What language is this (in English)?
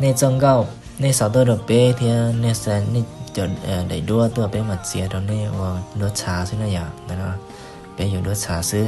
Hmong